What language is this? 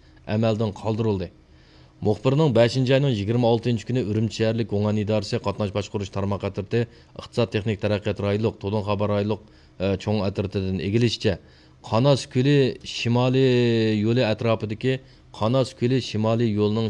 Uyghur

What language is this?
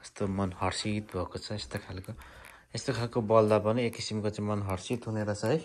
Nepali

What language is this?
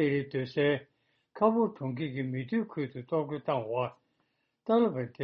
Tibetan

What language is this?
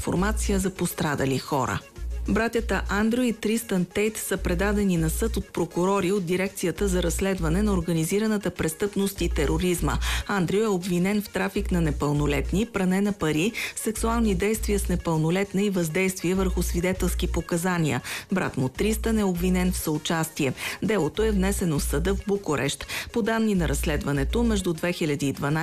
Bulgarian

